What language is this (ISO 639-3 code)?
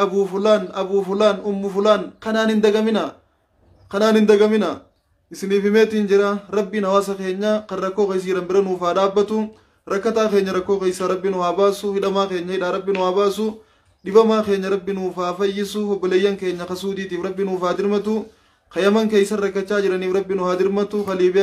orm